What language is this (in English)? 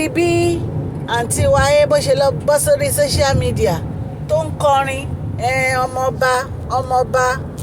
Yoruba